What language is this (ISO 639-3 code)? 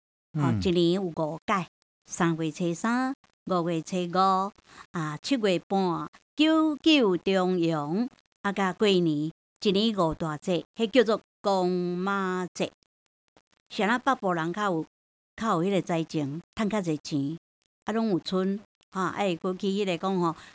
nan